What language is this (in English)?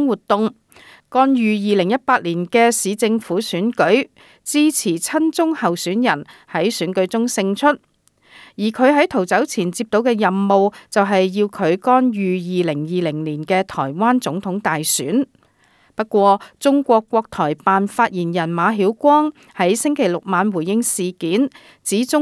Cantonese